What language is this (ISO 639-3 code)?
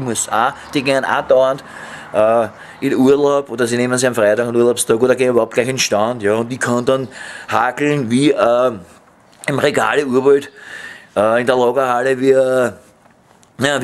bar